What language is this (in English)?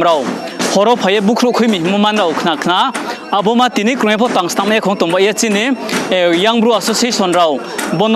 Riang (India)